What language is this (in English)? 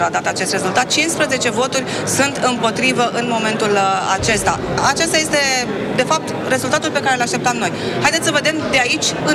Romanian